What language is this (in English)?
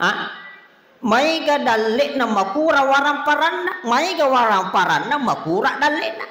Buginese